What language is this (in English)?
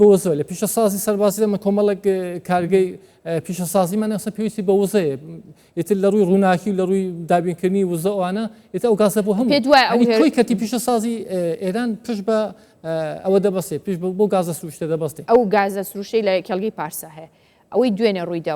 Central Kurdish